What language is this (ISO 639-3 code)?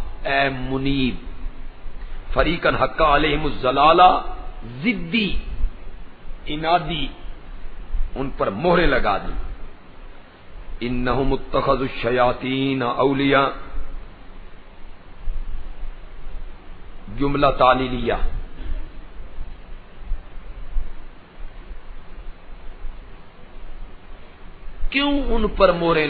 urd